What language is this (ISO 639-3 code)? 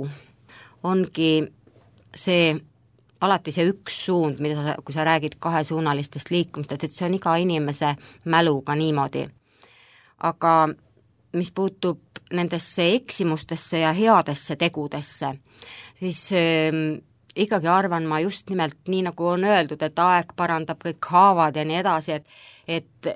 est